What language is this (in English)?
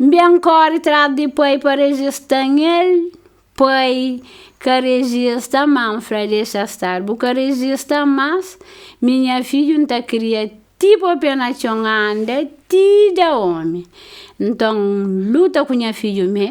Kabuverdianu